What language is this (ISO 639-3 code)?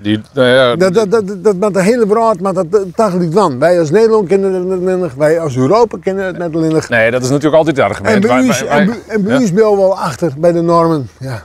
fry